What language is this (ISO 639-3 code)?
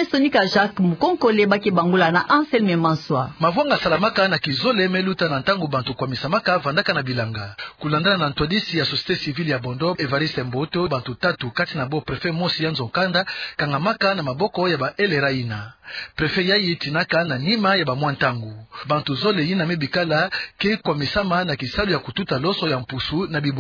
ktu